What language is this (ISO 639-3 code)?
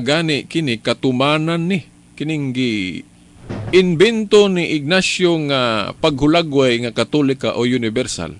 ceb